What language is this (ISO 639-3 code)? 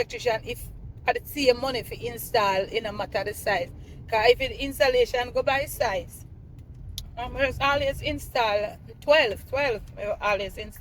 jam